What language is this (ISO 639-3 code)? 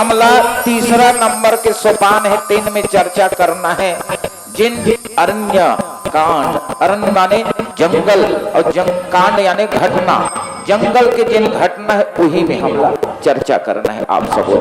hne